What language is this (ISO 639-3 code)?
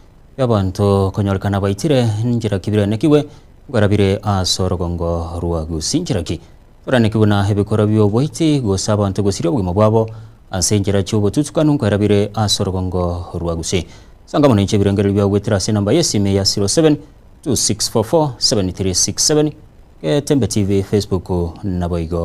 guz